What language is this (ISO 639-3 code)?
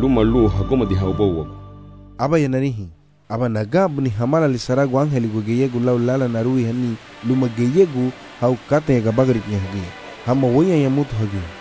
cab